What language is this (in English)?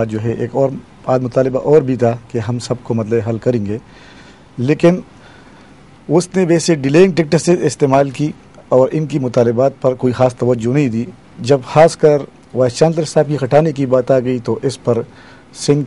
Urdu